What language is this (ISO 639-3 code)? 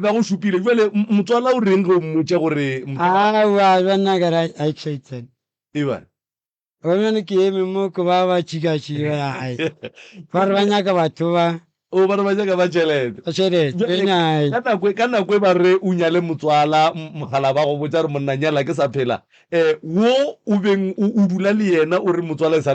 nso